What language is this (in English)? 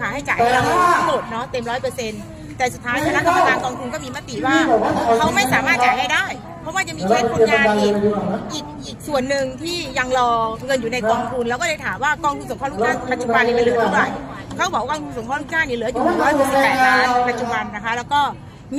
Thai